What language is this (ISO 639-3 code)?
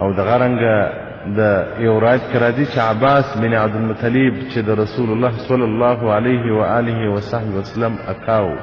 pus